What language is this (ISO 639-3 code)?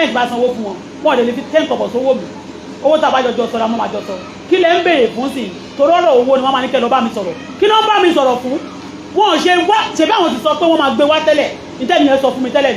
yor